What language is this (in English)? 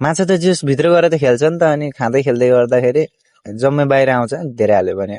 Nepali